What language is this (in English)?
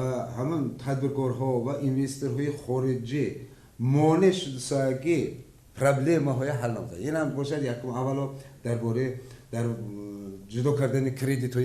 Tajik